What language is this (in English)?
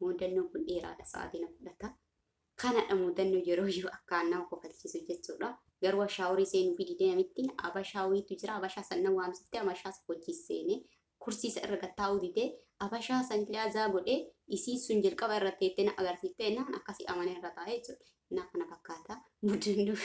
Oromo